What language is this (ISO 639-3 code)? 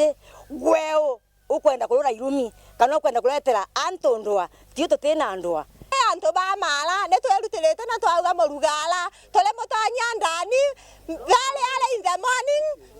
mer